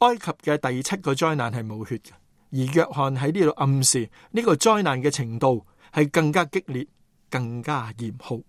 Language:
Cantonese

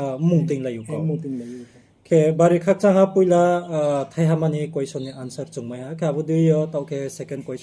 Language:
Riang (India)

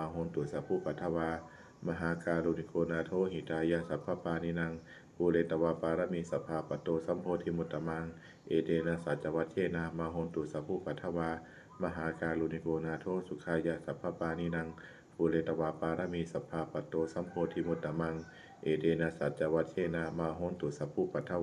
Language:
Pali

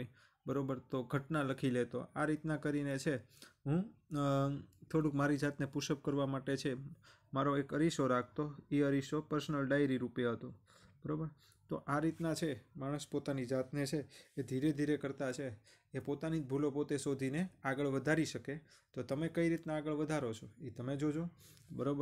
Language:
Gujarati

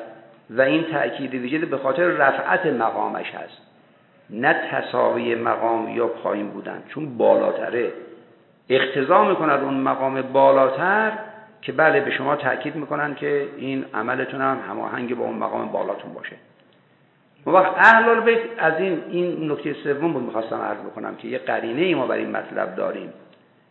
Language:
Persian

